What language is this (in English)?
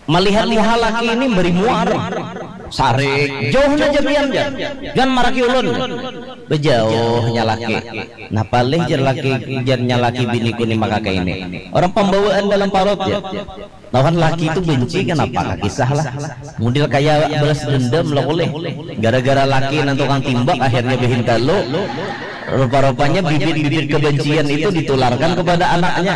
Banjar